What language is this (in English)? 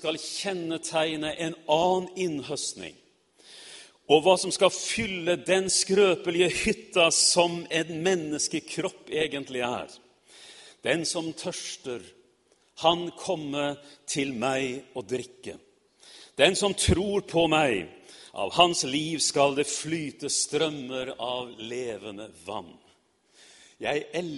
Norwegian